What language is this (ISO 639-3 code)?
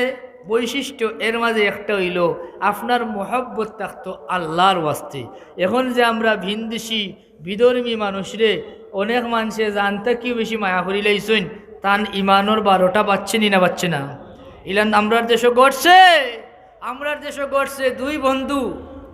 syl